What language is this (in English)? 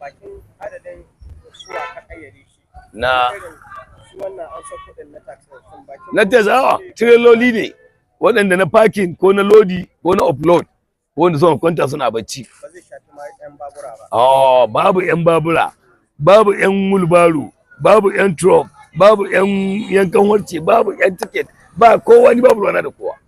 Hausa